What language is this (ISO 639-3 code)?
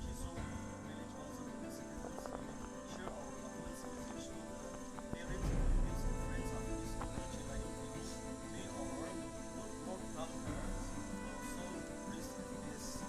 nag